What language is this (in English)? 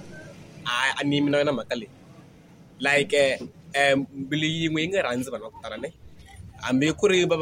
Tsonga